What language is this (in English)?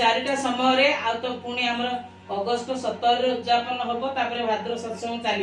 Odia